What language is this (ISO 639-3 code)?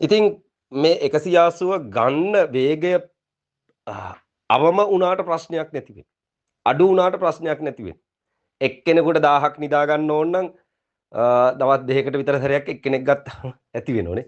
sin